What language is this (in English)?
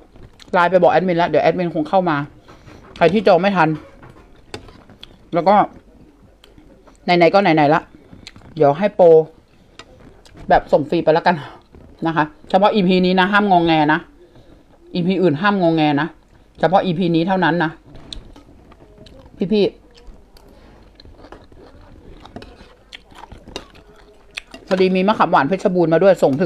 Thai